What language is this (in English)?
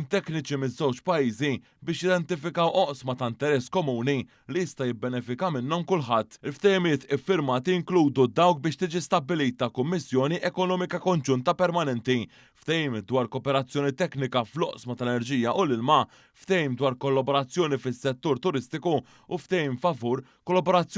Maltese